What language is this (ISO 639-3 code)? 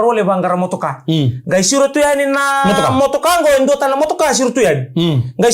fij